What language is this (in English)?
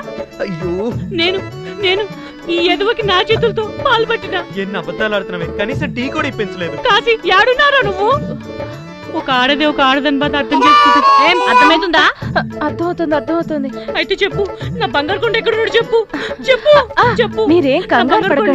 Telugu